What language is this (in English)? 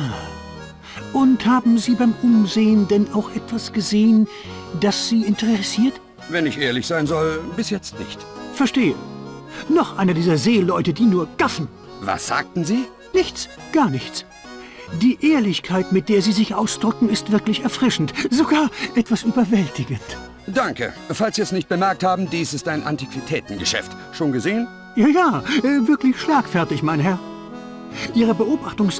Bavarian